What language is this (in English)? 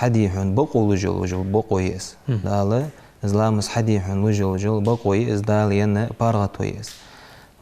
Ingush